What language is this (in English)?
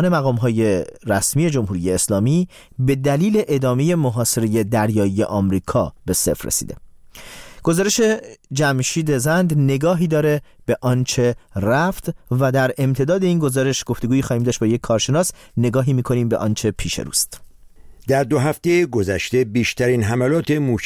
Persian